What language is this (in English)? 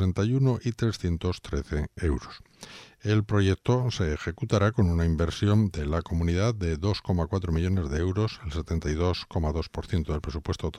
Spanish